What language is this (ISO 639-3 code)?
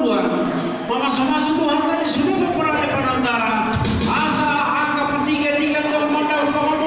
bbc